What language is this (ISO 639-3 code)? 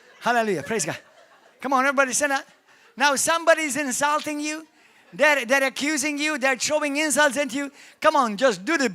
eng